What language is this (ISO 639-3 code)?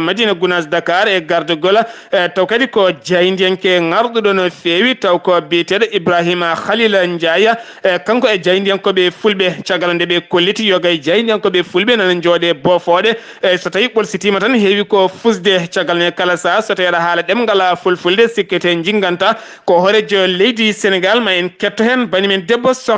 ful